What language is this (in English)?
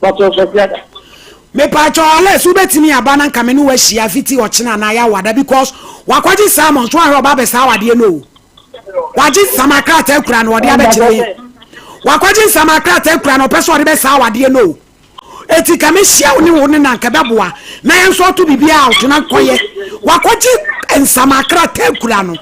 Akan